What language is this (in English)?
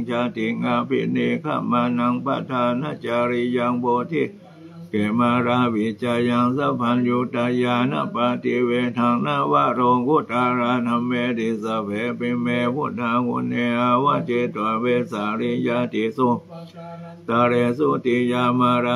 Pali